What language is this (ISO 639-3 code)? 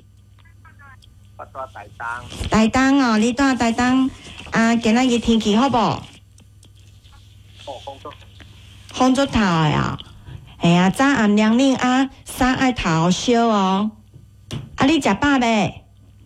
nan